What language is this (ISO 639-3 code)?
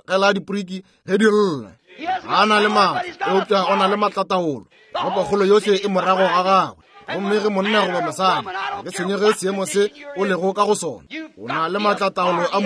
nso